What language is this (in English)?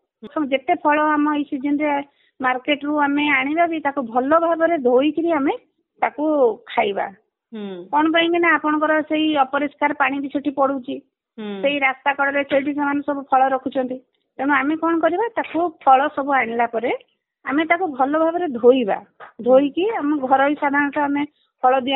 Odia